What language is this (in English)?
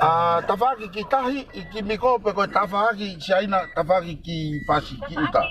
Tongan